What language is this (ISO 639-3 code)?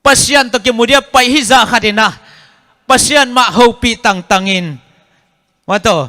ctd